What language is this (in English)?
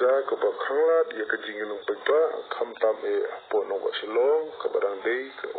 Khasi